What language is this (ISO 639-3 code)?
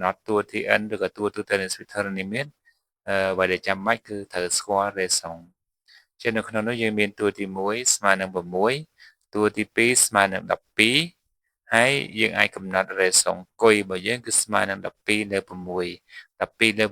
khm